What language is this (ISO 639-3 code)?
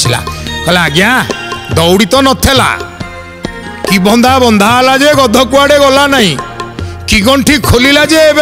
ori